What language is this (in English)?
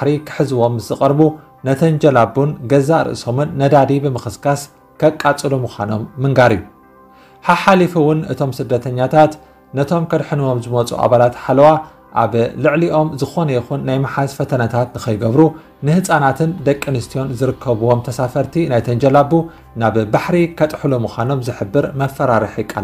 Tigrinya